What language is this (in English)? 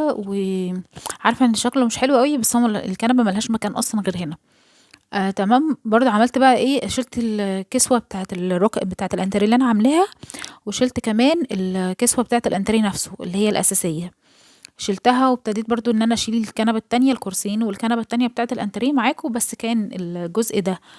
Egyptian Arabic